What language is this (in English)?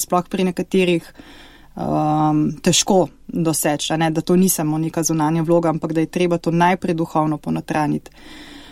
Slovenian